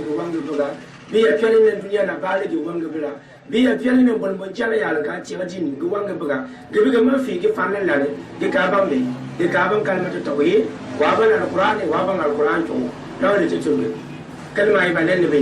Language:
Gourmanchéma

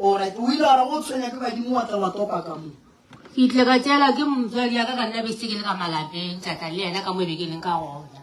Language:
Northern Sotho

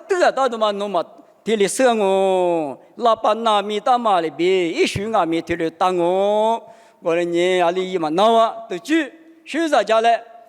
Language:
Lisu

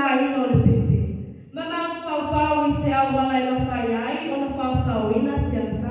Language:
Samoan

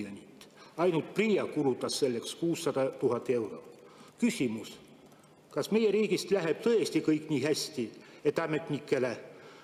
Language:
Estonian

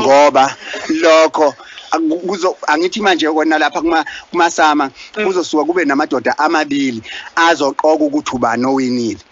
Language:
Zulu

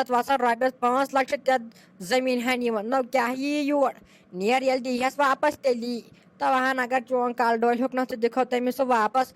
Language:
Kashmiri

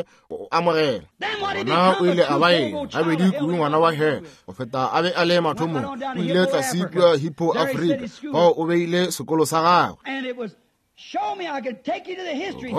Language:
Northern Sotho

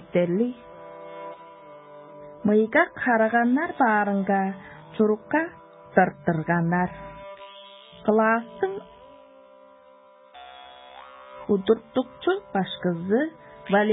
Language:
Tuvinian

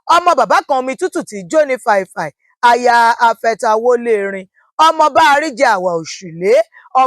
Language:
Yoruba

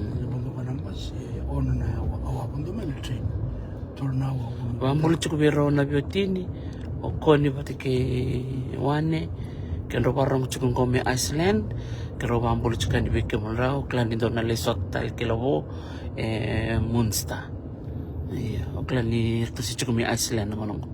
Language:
Fijian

